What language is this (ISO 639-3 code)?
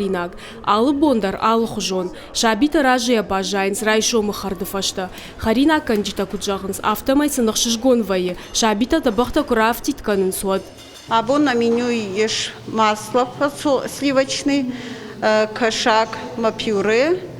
oss